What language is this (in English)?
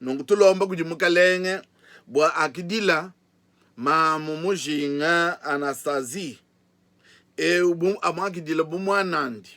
Luba-Lulua